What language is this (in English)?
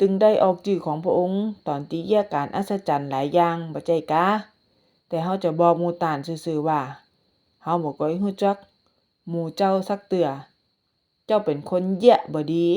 Northern Thai